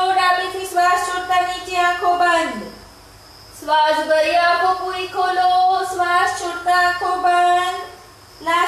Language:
Gujarati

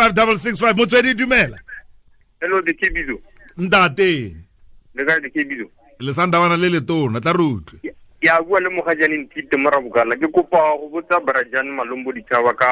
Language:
Tswana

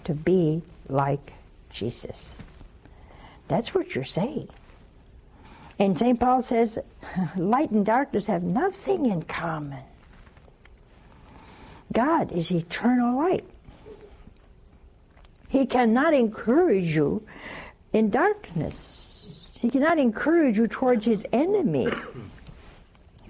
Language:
English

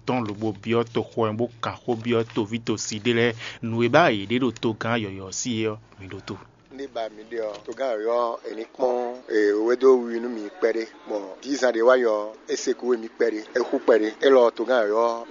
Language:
Fon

